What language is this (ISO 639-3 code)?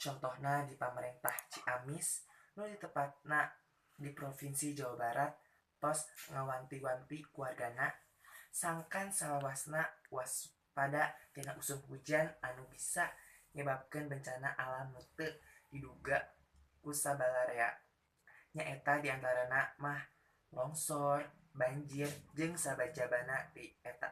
sun